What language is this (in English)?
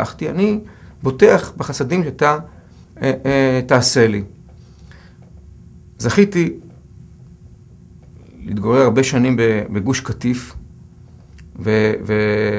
Hebrew